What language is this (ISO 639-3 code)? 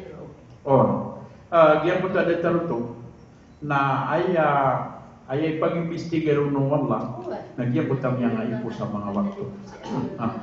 mrw